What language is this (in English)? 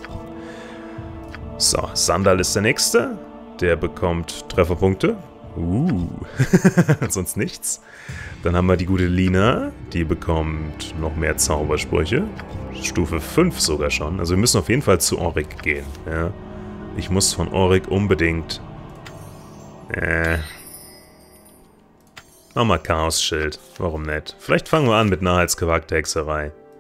German